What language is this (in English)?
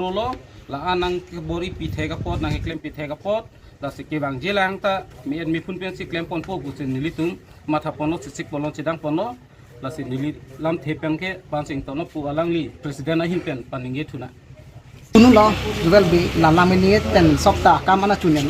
Karbi